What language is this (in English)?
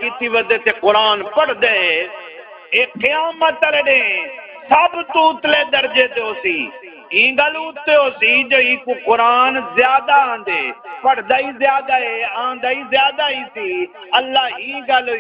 Saraiki